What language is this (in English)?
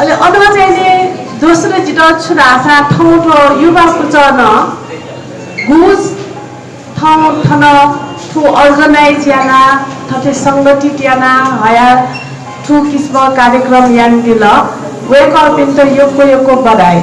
Newari